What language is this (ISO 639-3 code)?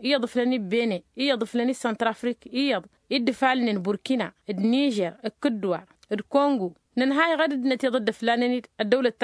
taq